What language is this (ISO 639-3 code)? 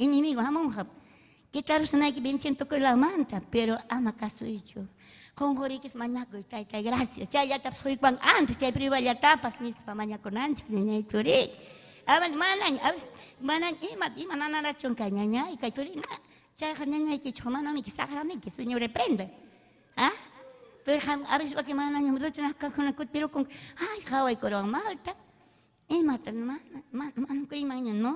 quy